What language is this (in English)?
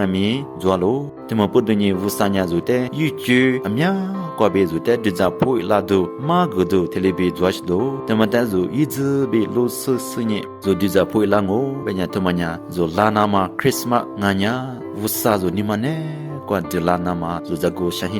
Lisu